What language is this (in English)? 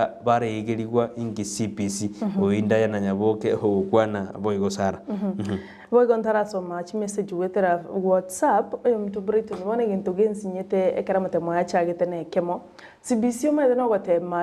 Gusii